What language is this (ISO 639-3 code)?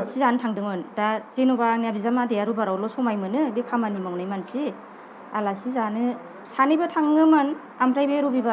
brx